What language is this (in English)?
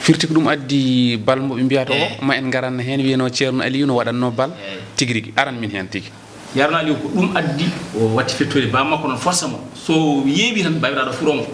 Fula